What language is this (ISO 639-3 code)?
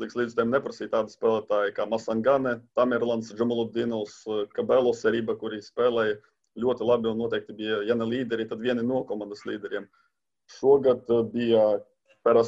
lav